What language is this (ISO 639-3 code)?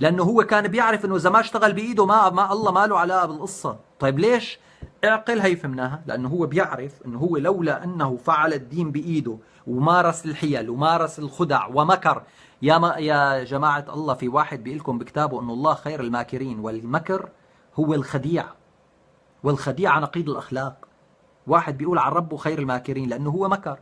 apc